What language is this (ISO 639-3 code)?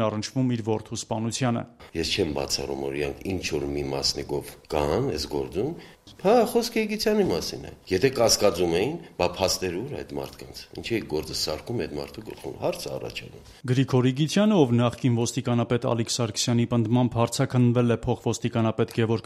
hye